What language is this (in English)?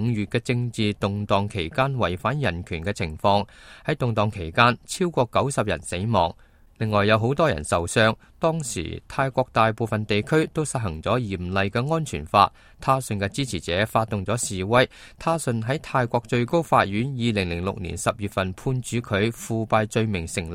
Cantonese